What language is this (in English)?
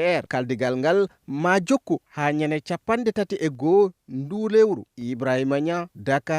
Fula